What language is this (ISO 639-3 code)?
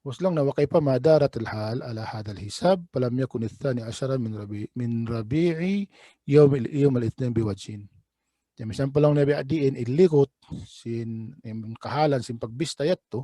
tsg